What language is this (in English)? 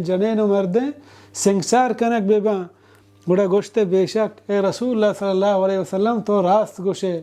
Baluchi